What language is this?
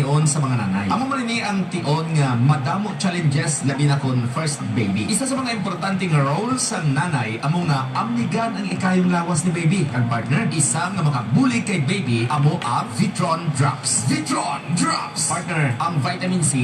Hiligaynon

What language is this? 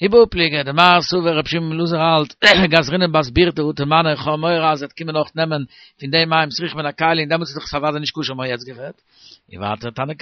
Yiddish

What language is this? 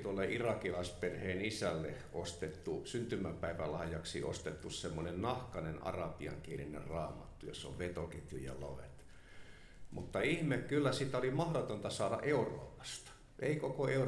Finnish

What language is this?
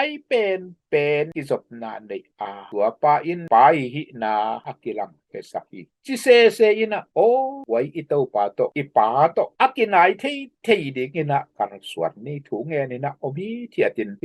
Tedim Chin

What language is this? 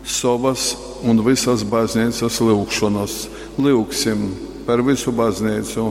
Latgalian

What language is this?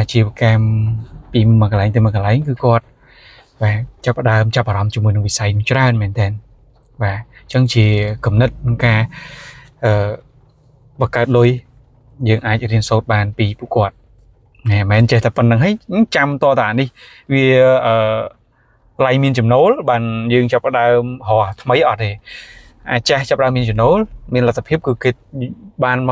Khmer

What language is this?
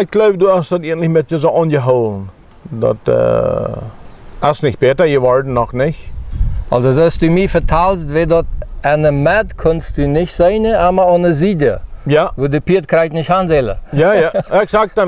Plautdietsch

